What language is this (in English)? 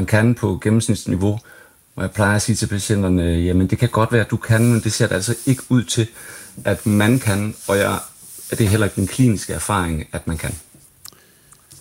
Danish